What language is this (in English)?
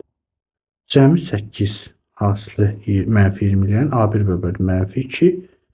Azerbaijani